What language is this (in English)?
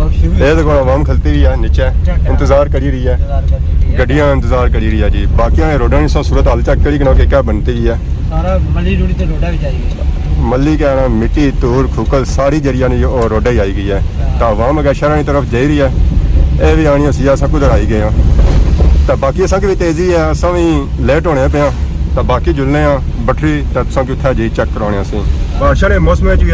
Pahari-Potwari